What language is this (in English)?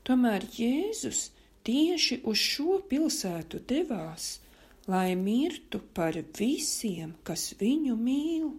Latvian